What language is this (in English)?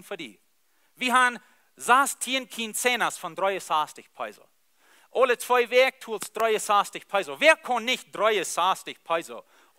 Plautdietsch